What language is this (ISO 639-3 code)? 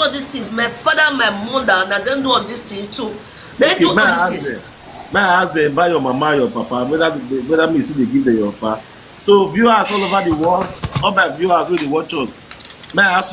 pcm